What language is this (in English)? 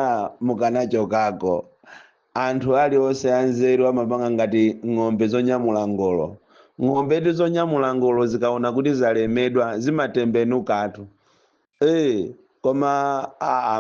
Nyanja